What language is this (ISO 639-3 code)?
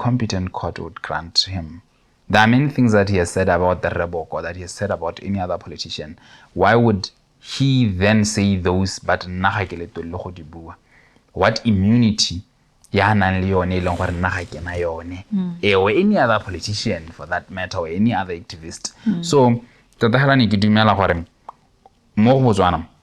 tsn